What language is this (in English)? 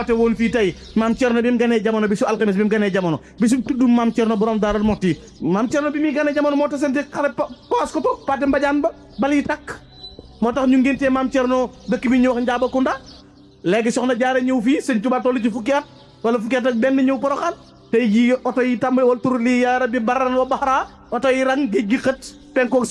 Wolof